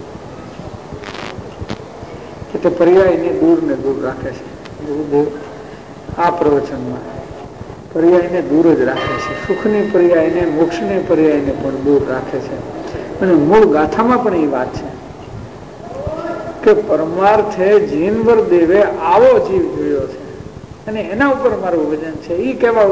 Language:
Gujarati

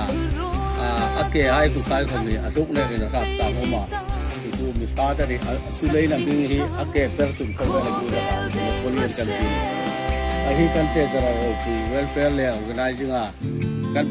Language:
Hmar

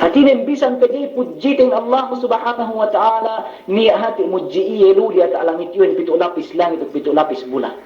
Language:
Yakan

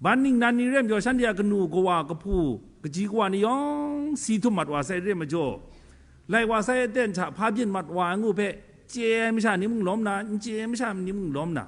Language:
Kachin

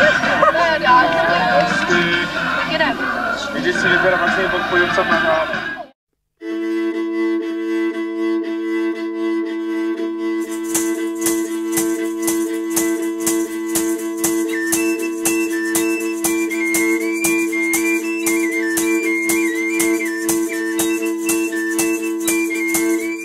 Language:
Czech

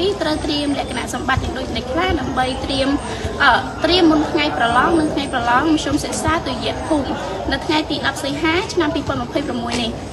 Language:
Khmer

